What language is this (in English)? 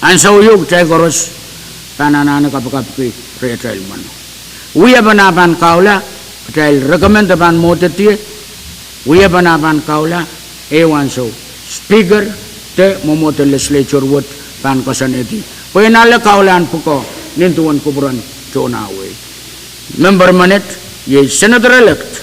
Pohnpeian